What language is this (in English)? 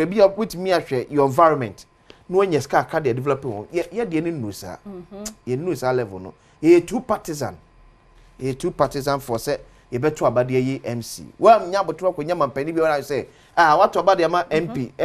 Akan